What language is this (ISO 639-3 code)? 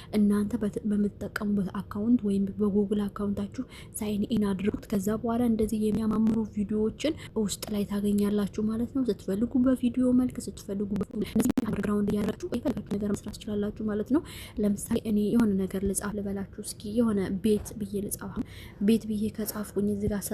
amh